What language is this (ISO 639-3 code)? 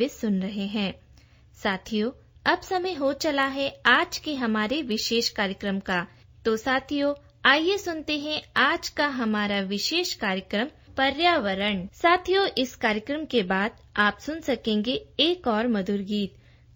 hin